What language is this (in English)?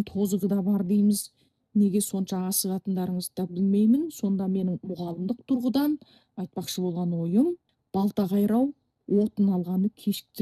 Kazakh